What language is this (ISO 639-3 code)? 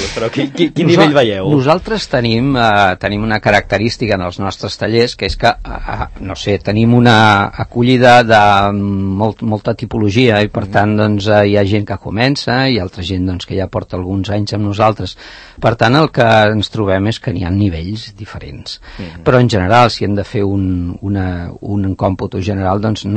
cat